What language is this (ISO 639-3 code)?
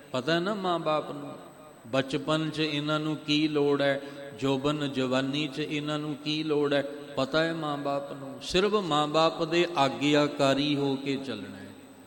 pan